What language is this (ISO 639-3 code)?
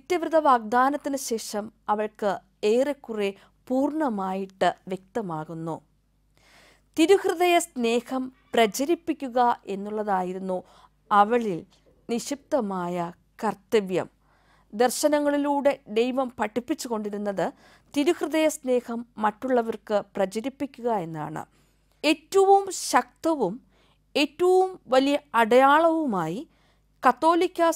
mal